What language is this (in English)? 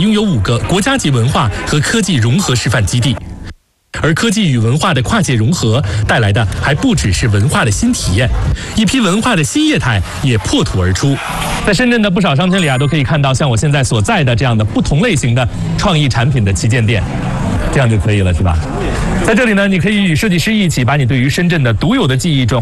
Chinese